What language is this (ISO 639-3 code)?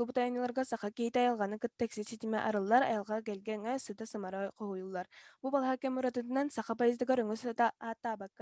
sah